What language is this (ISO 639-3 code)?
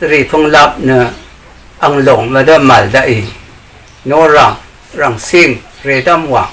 raw